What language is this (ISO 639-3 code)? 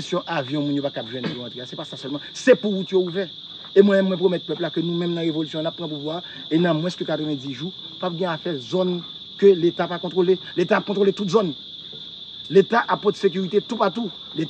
hat